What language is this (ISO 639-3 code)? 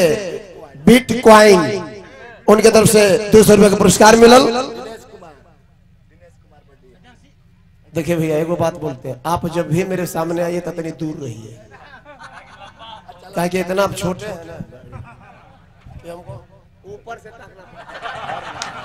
bho